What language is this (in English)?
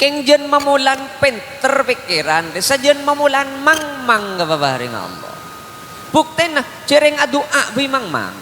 Madurese